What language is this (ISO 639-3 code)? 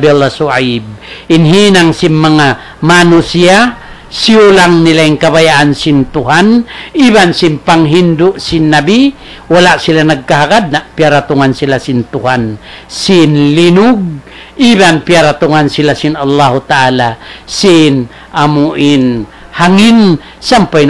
tsg